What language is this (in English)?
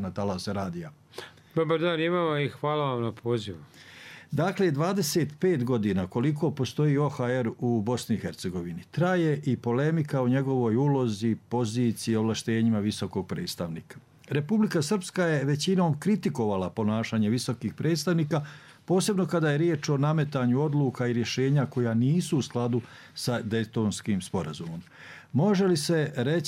Bosnian